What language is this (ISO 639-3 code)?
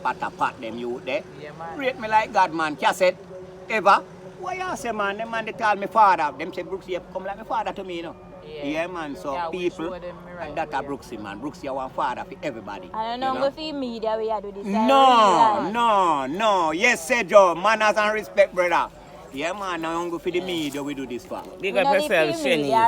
jam